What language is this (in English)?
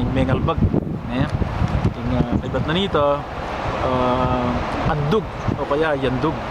Pampanga